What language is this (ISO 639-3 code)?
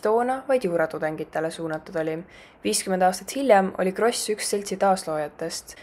est